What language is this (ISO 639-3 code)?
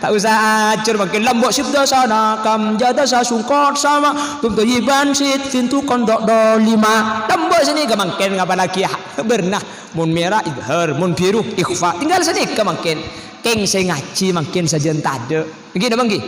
mad